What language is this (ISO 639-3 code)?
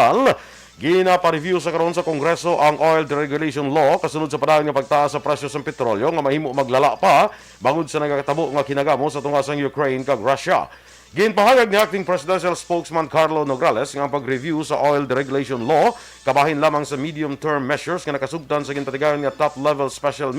hil